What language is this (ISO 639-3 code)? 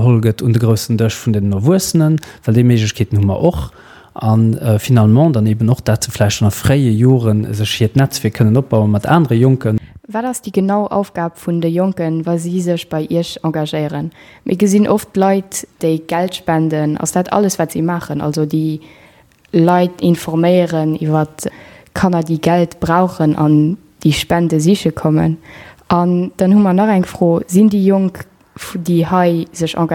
ltz